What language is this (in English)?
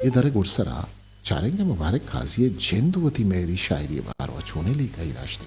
Eastern Balochi